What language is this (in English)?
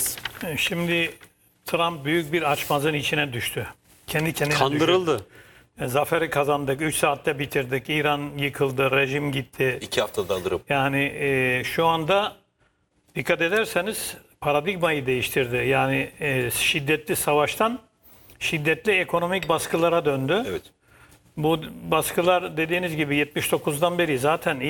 Turkish